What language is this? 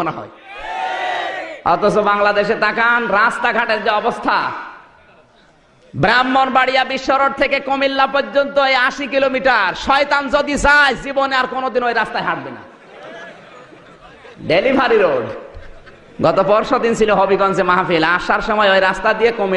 Bangla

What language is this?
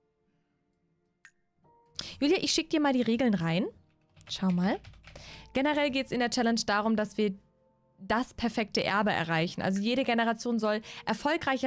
German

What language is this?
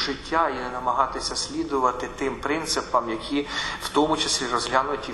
Ukrainian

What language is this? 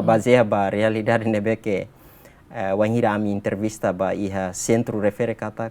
Tetum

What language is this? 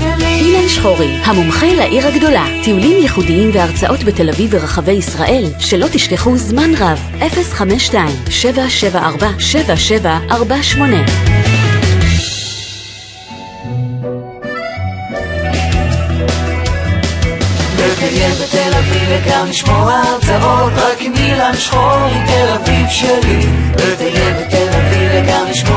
Hebrew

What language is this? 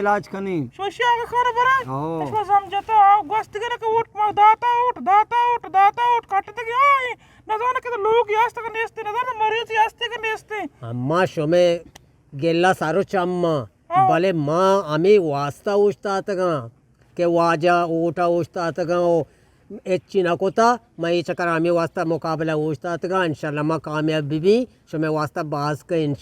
Eastern Balochi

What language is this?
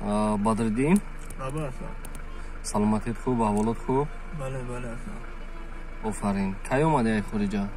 Tajik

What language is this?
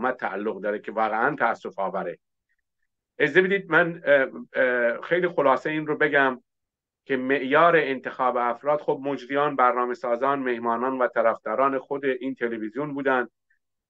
Persian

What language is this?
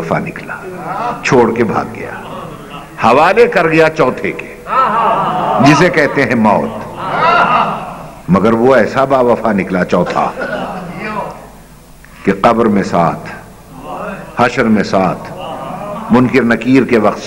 Urdu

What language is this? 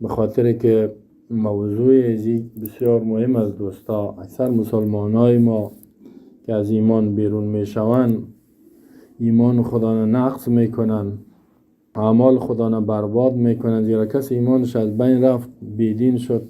Persian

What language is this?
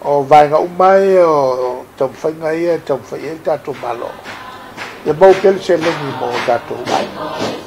Samoan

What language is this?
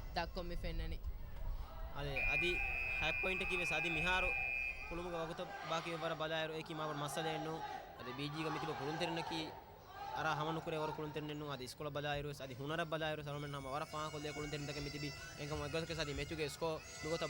Divehi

